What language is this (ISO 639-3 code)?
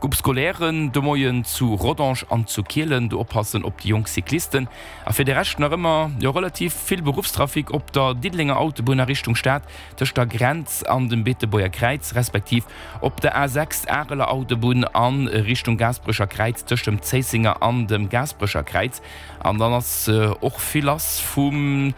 ltz